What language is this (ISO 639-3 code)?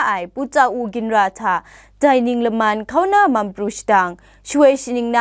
kac